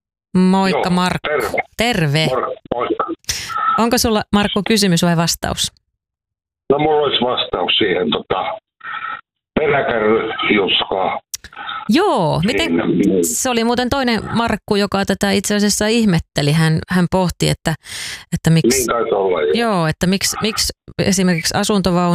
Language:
Finnish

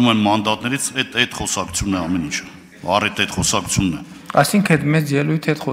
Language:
Armenian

